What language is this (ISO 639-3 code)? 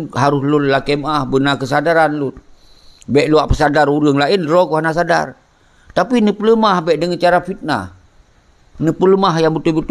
ace